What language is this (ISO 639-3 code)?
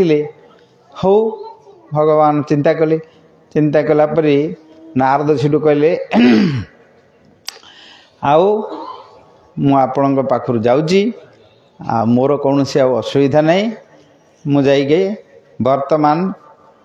ori